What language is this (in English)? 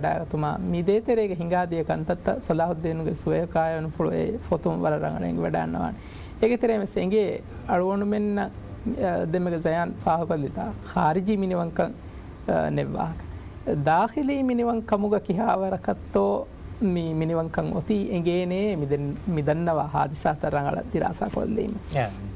Divehi